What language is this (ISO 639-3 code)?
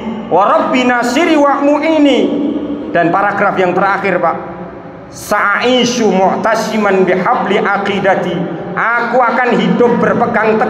ind